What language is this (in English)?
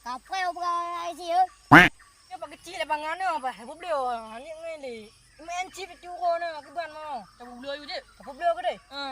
Achinese